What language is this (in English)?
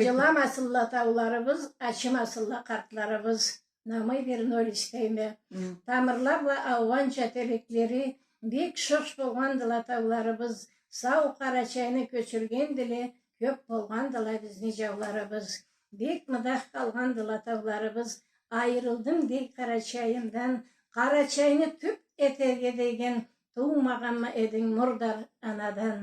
Karachay-Balkar